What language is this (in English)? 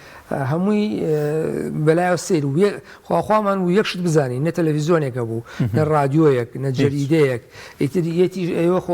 Central Kurdish